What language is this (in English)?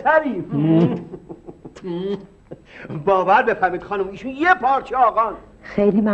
Persian